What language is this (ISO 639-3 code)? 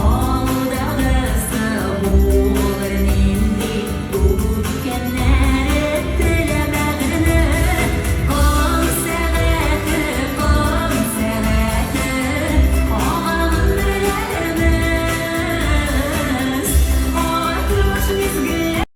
tat